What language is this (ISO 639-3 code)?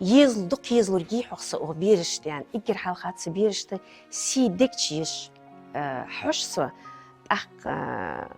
inh